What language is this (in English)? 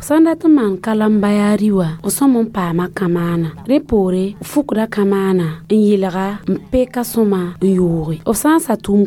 Mossi